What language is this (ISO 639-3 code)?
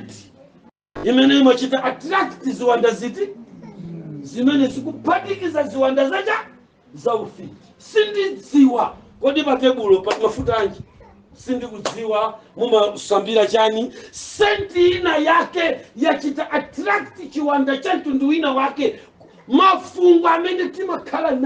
nya